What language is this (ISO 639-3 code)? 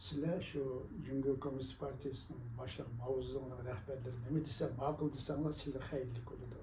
uig